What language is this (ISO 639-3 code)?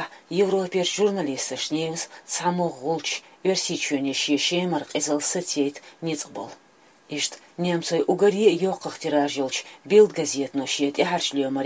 che